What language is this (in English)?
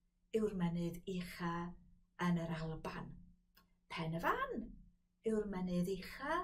Welsh